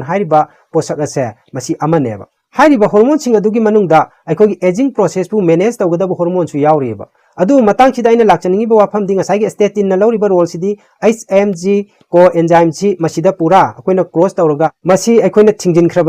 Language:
Manipuri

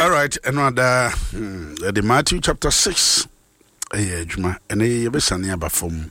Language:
Akan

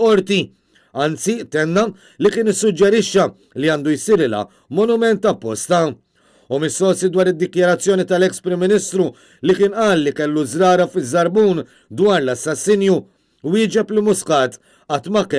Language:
Maltese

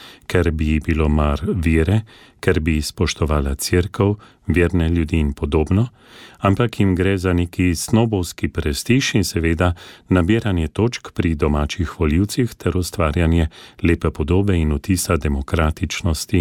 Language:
Slovenian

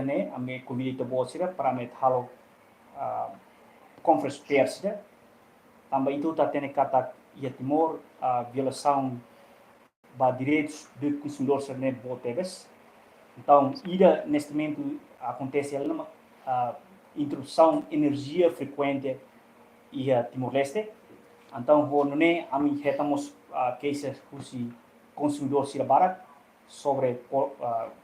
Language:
Tetum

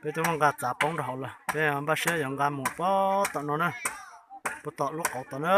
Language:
Hmong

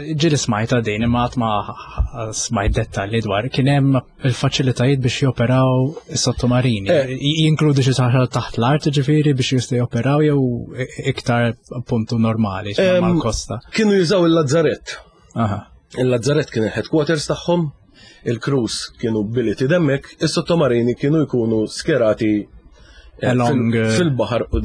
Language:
Maltese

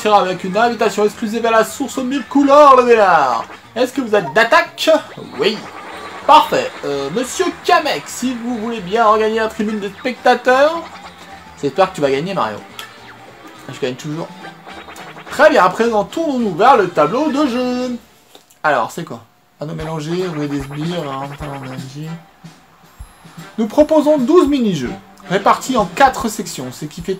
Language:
French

